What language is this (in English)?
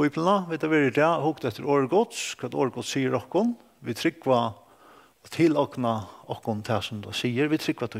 Faroese